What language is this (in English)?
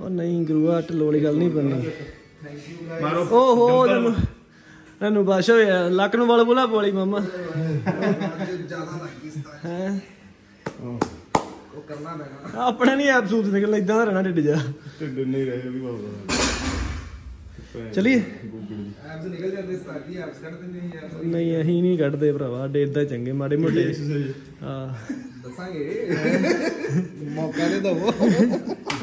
Punjabi